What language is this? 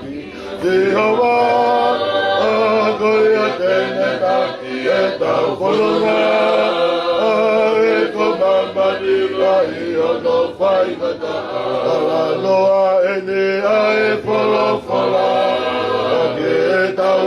Tongan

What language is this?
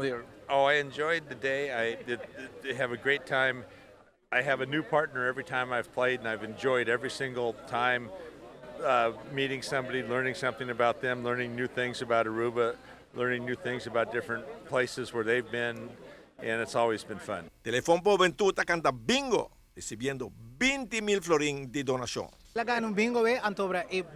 Papiamento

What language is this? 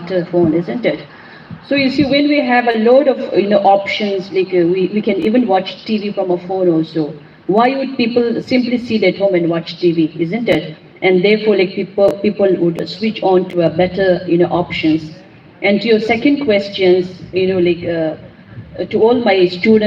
Karbi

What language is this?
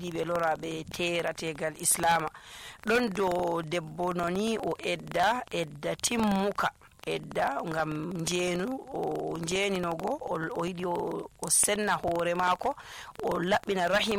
Nigerian Fulfulde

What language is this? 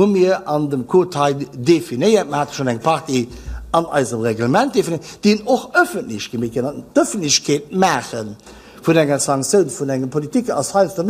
Luxembourgish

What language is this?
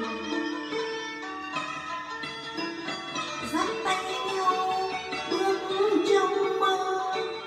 Vietnamese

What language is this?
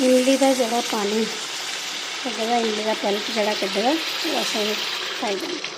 Dogri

